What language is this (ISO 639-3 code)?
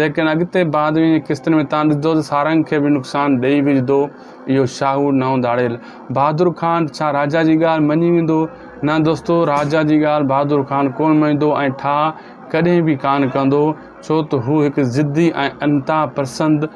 snd